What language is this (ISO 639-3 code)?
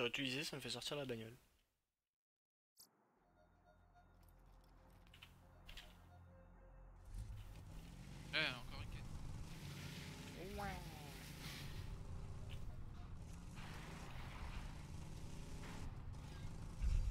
fra